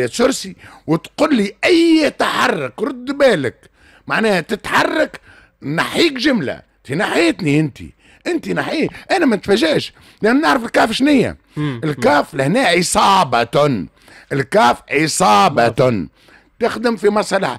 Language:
Tunisian Arabic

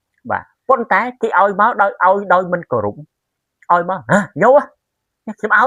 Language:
Khmer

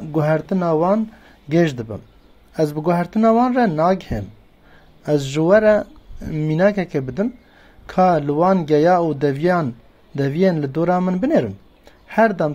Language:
Kurdish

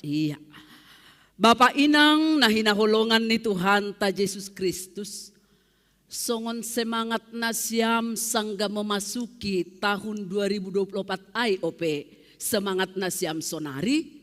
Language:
Batak Simalungun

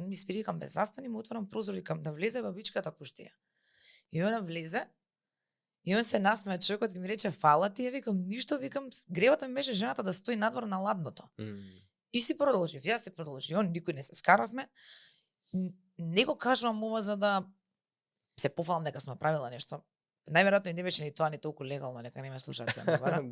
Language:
Macedonian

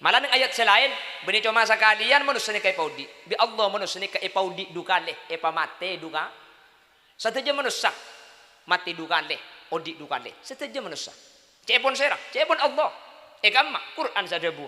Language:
Madurese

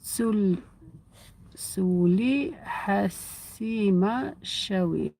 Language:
Algerian Arabic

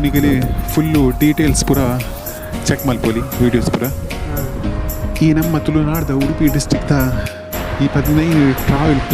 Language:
Tulu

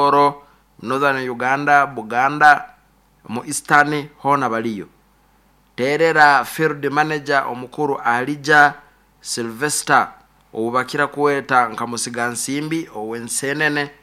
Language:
Nyoro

